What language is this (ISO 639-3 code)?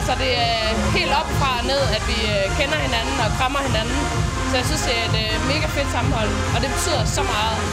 dan